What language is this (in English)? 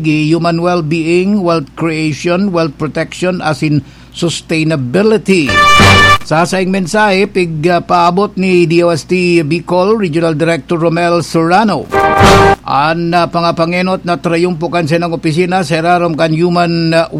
Bikol